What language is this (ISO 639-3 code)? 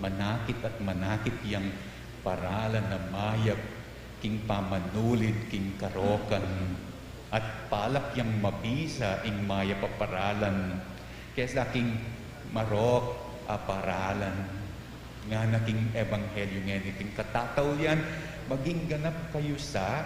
pam